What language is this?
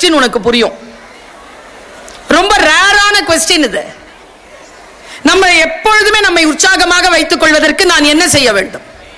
Tamil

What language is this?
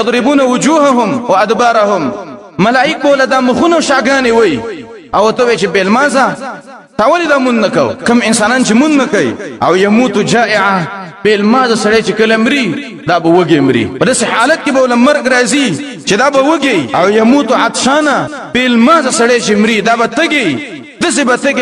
Pashto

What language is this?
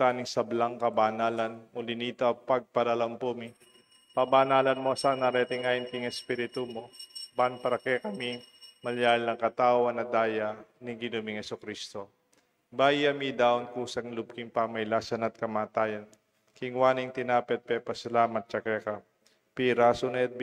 Pampanga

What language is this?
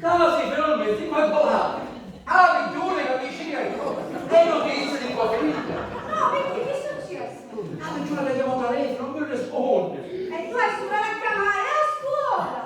Sicilian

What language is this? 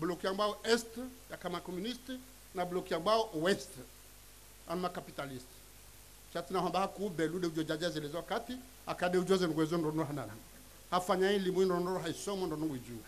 Ngazidja Comorian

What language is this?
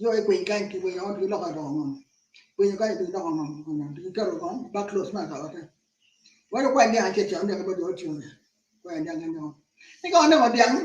Acoli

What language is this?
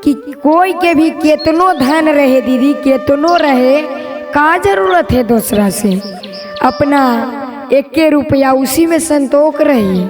Magahi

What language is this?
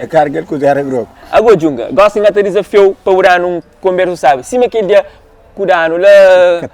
Kabuverdianu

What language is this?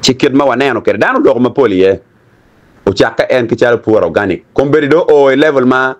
Acoli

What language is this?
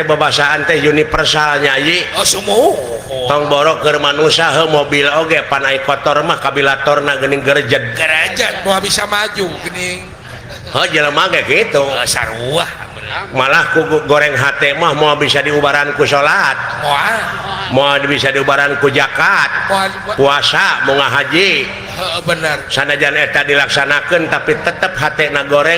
Sundanese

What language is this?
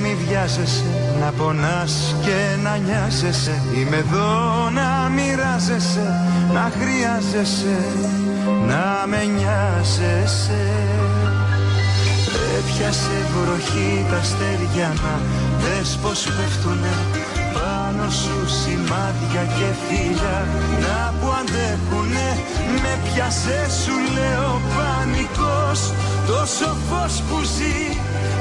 Greek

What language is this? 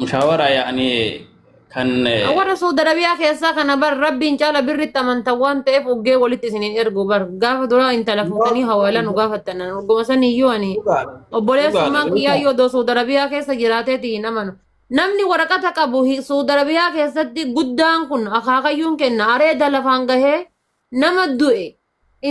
Oromo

